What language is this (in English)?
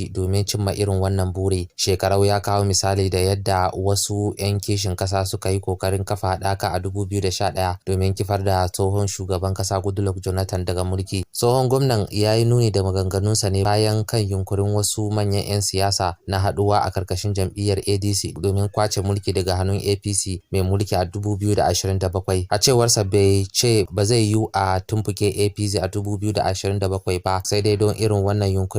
Hausa